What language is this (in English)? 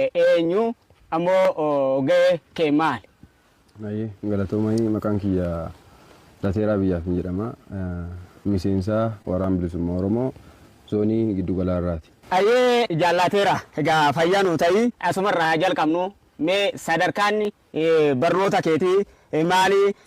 Oromo